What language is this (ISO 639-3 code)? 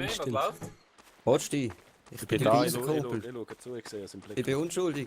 gsw